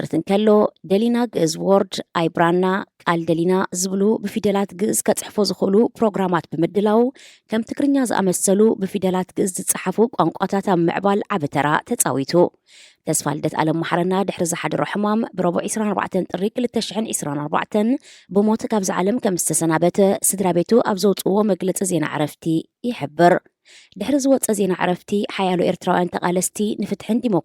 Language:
Tigrinya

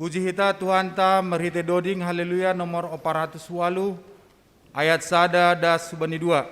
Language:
Batak Simalungun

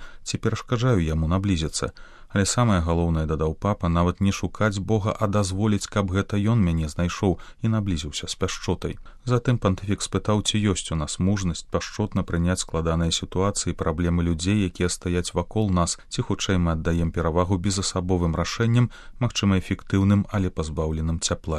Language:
Belarusian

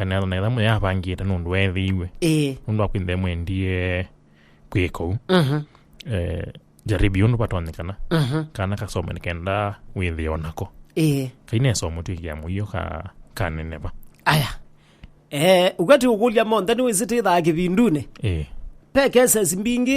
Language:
Kamba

